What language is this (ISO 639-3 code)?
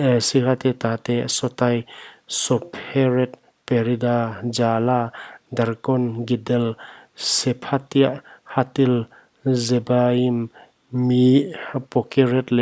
pck